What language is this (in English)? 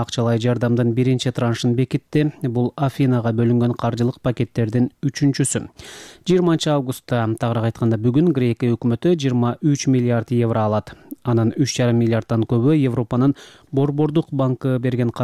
Kyrgyz